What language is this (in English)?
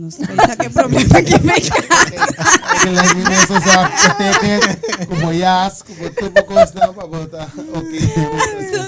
Papiamento